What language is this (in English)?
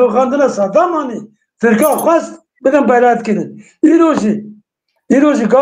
Kurdish